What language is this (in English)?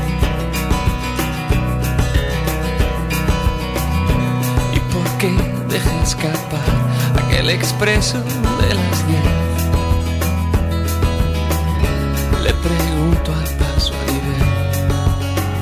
Catalan